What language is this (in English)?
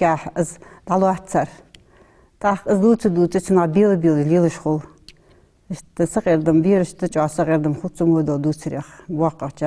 Ingush